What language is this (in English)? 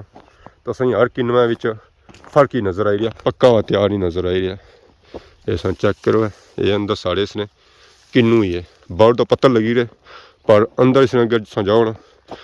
Pahari-Potwari